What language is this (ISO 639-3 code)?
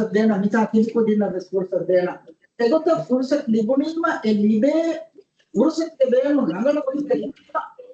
div